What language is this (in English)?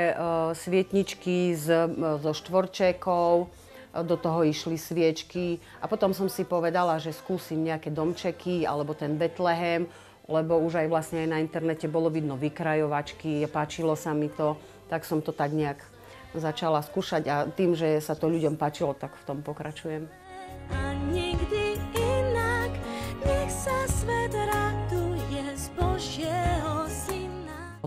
Slovak